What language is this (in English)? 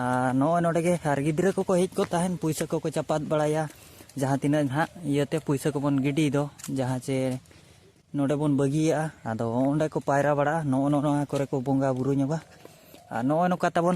Santali